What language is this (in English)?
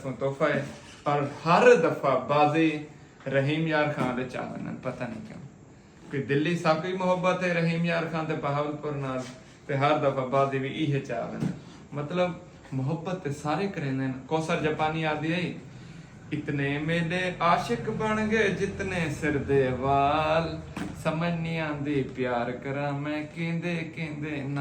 Saraiki